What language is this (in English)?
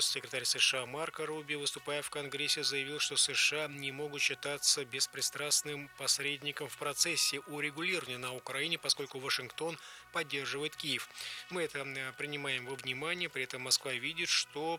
Russian